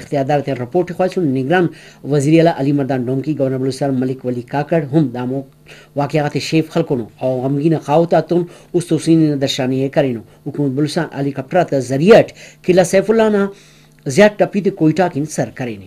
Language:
Brahui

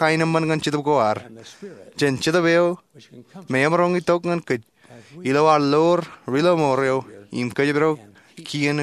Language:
Marshallese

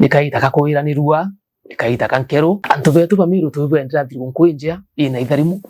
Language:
Meru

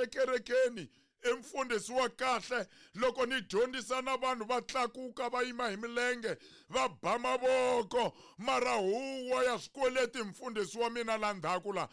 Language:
Tsonga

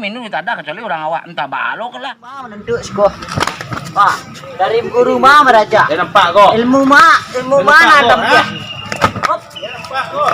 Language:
Minangkabau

